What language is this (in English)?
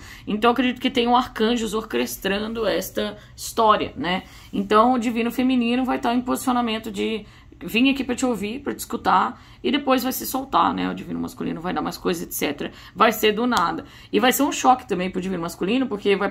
Portuguese